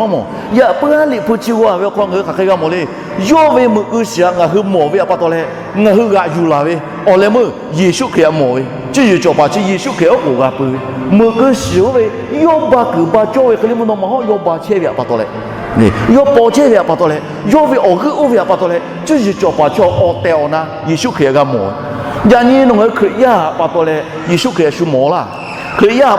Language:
Lahu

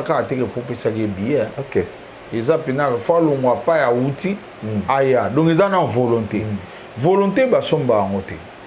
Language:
Lingala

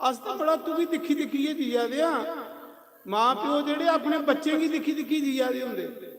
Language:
Dogri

